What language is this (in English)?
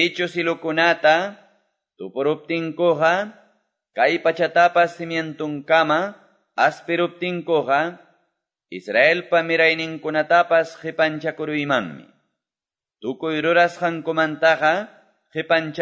Quechua